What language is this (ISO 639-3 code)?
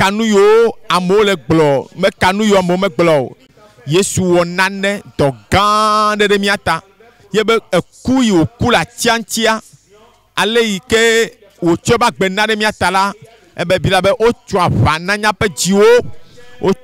ewe